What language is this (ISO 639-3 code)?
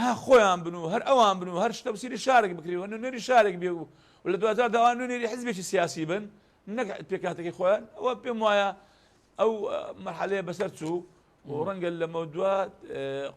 ckb